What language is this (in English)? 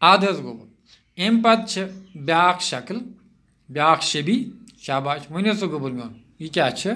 Kashmiri